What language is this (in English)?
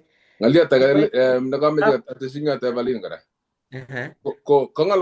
Kalenjin